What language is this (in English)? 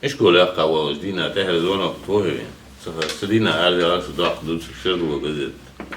Ingush